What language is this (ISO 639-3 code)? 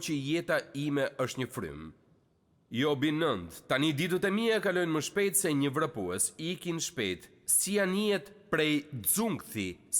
sqi